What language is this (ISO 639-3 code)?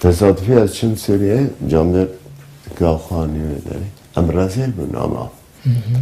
kur